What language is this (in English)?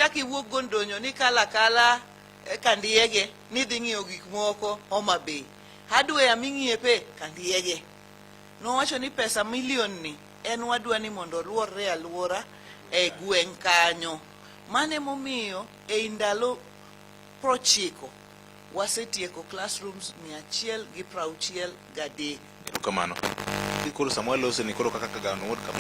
Luo (Kenya and Tanzania)